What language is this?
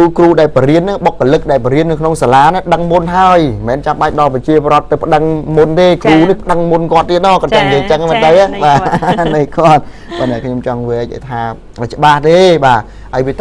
Khmer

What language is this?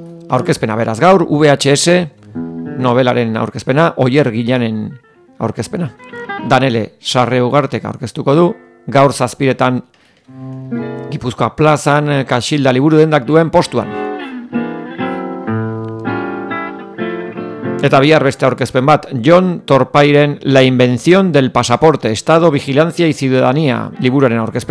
Basque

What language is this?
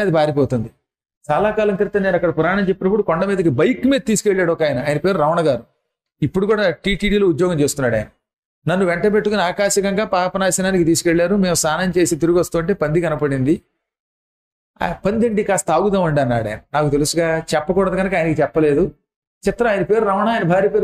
Telugu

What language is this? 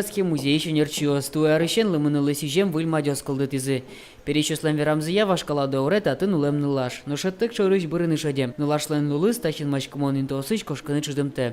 Udmurt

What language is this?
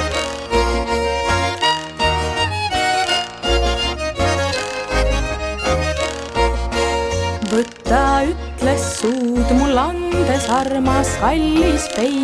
Estonian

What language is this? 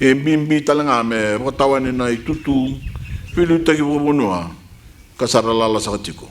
Fijian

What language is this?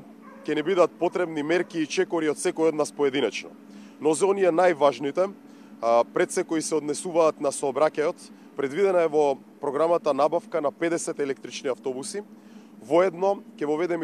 Macedonian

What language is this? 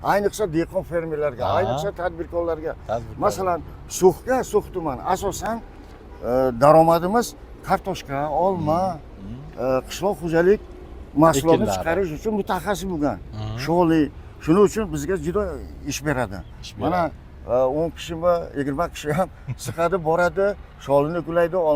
Uzbek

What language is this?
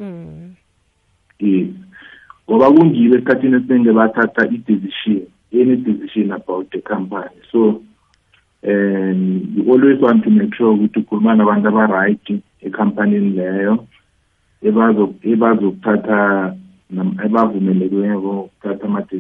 South Ndebele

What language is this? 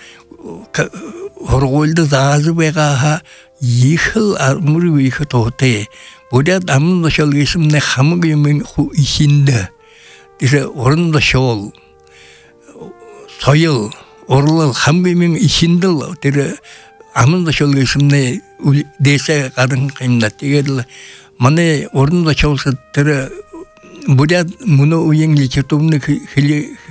Buriat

